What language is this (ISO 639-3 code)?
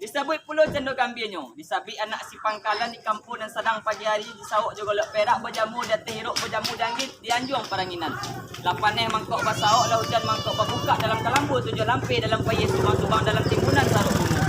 min